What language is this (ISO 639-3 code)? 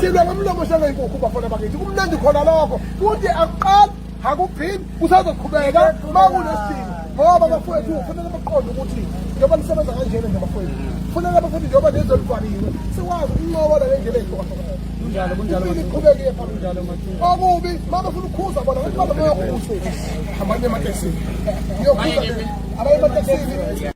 zul